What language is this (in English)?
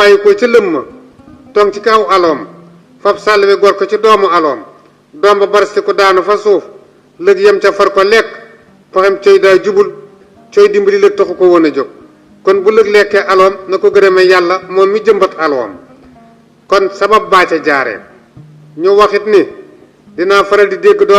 Wolof